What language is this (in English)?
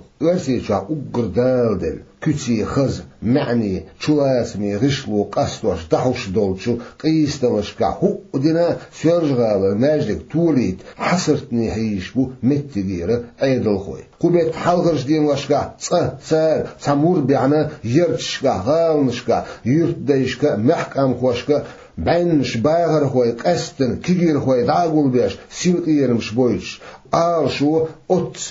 Chechen